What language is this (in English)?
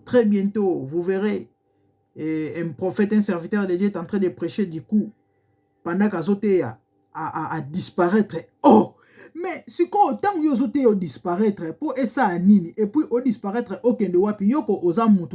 Lingala